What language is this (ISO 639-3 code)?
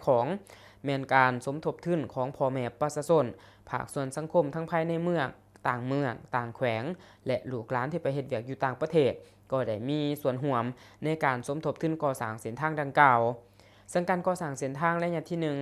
lao